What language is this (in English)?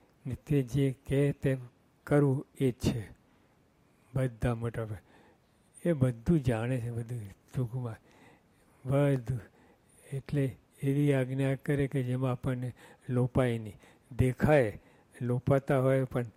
Gujarati